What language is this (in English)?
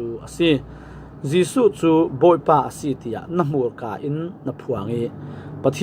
Falam Chin